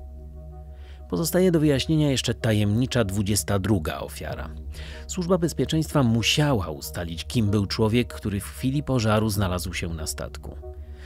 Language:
Polish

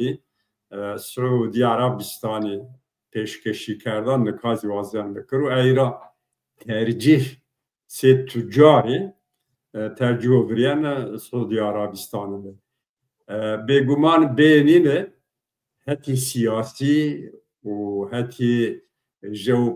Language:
Zaza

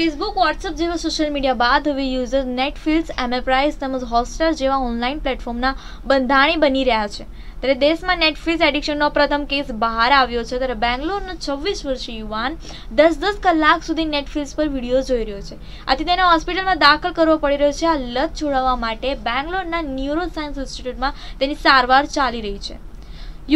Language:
Gujarati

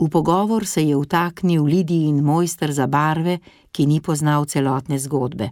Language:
Slovenian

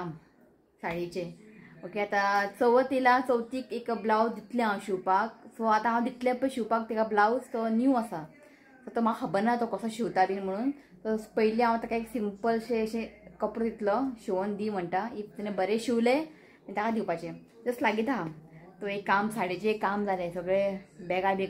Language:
Konkani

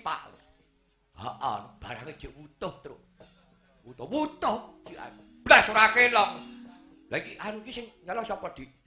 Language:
Javanese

